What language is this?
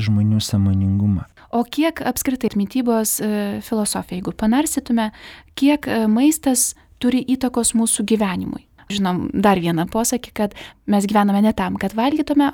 Lithuanian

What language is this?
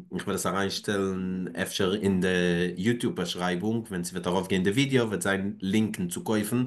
Yiddish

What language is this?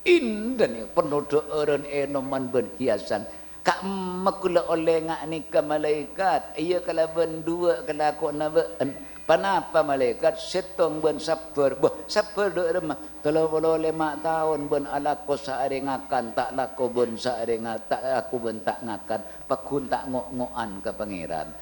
Madurese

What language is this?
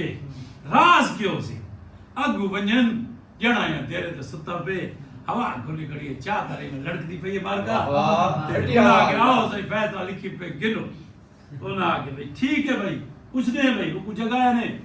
Saraiki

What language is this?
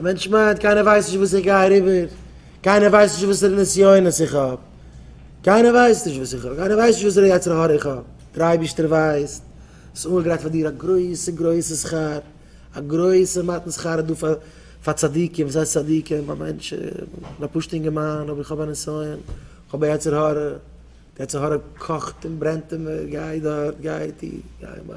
Yiddish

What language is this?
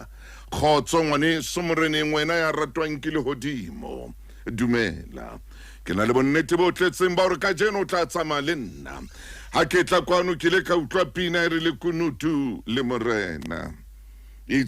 Southern Sotho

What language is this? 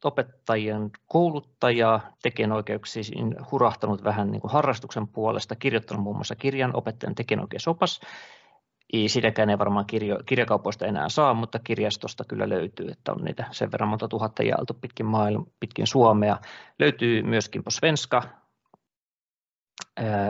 Finnish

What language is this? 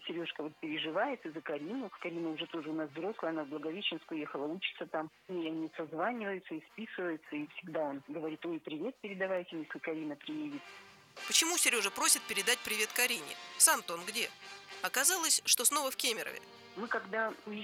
Russian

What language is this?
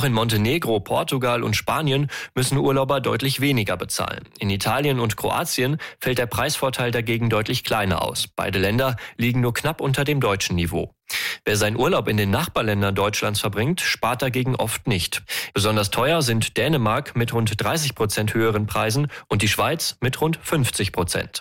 German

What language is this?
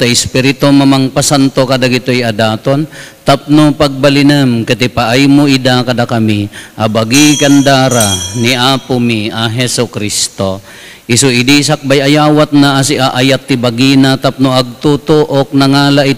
Iloko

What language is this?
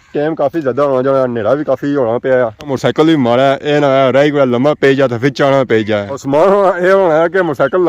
Pahari-Potwari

